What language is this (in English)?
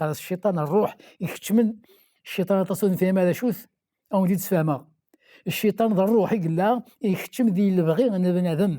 Kabyle